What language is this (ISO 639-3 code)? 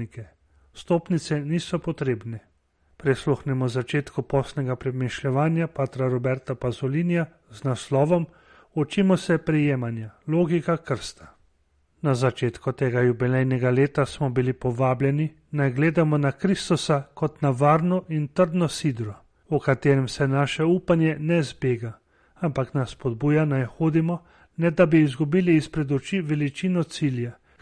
slv